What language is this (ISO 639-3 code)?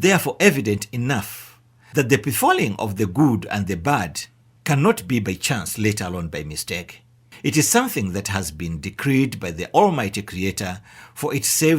eng